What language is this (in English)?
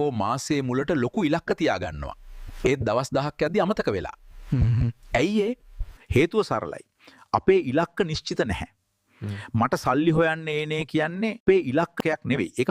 Sinhala